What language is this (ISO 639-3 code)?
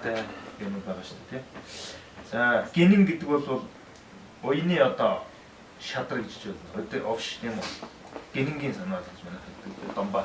mon